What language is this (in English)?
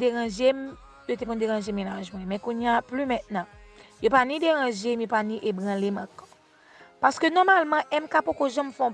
Haitian Creole